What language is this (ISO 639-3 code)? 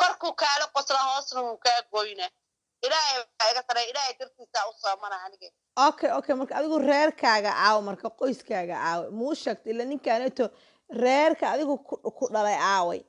som